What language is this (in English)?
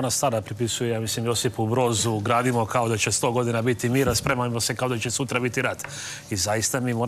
Serbian